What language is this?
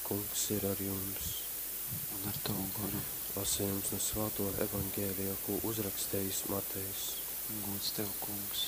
Latgalian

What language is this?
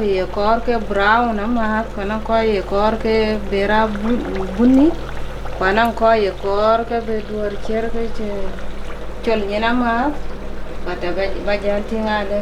Dinka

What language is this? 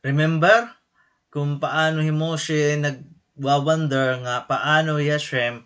Waray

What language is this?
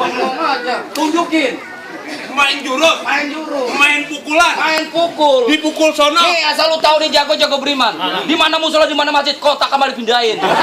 Betawi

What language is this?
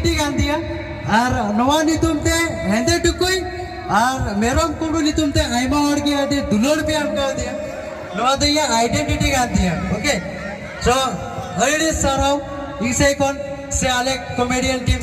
Santali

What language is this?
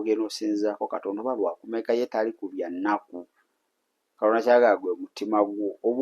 Ganda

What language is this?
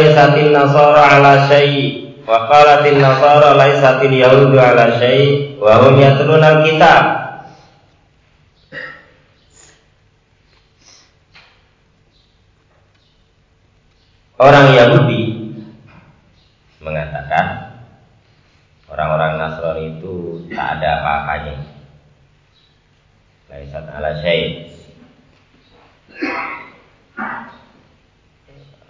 Indonesian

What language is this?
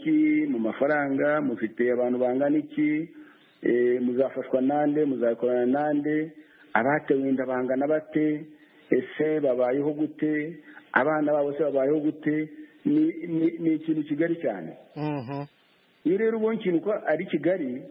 Kinyarwanda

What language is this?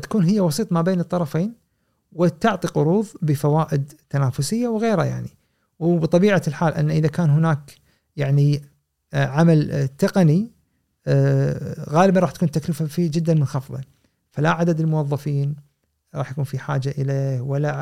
Gulf Arabic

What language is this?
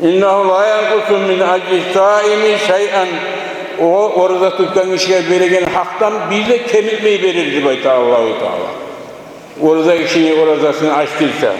Kumyk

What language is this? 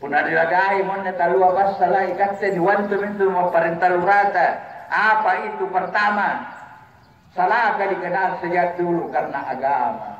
Makasar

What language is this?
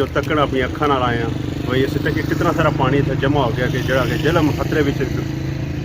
Pahari-Potwari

